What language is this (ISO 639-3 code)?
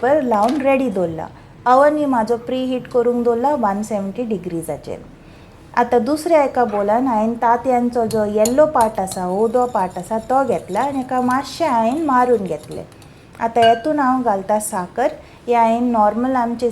kok